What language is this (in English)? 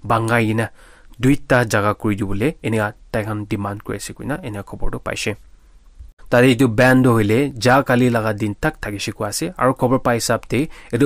Naga Pidgin